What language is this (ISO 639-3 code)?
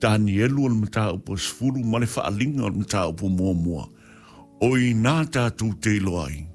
smo